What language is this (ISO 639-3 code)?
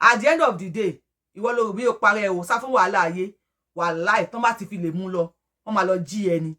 yor